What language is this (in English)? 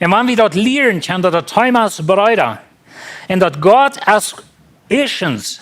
Plautdietsch